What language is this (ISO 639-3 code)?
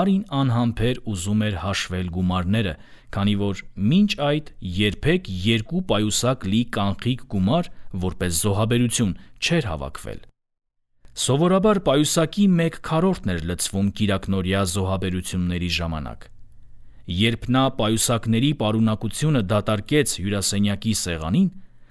hye